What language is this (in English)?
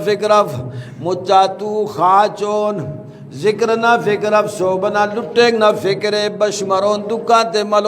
Brahui